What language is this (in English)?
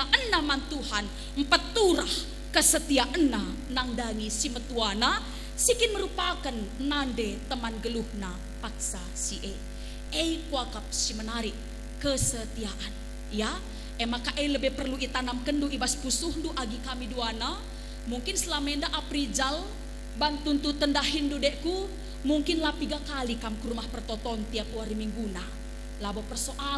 Batak Karo